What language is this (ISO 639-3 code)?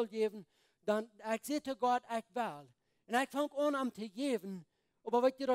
pdt